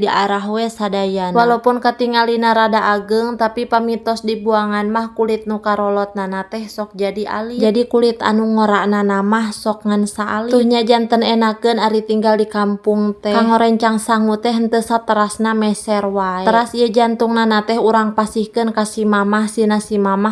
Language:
Sundanese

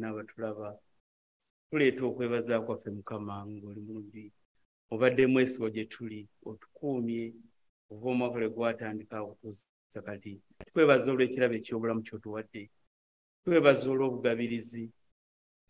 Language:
Ganda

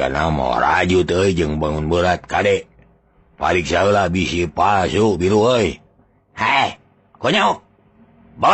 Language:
Sundanese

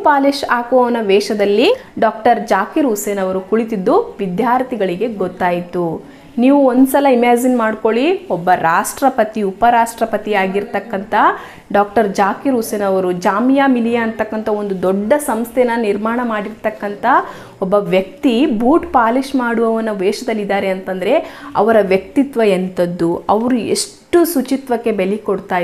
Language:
Kannada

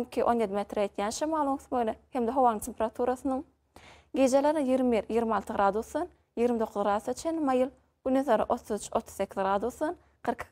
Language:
Turkmen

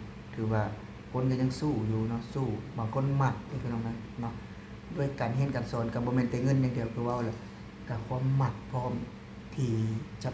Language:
Lao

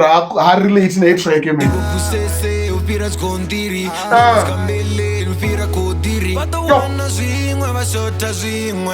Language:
Venda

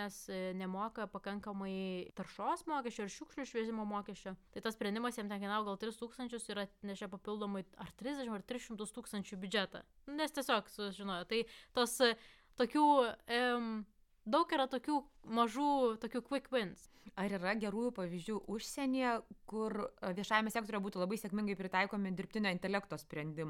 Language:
Lithuanian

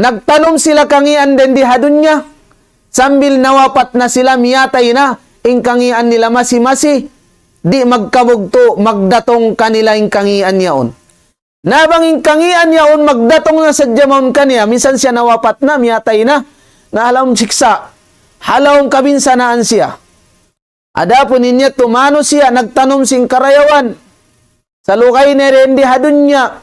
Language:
Tausug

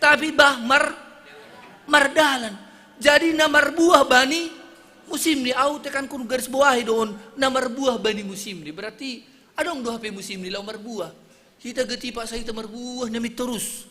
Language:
Batak Simalungun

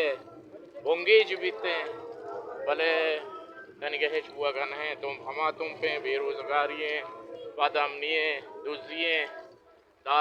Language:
Baluchi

